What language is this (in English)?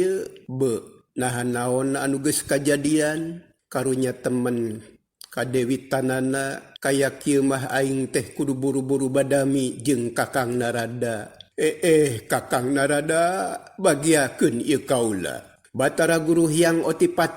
Sundanese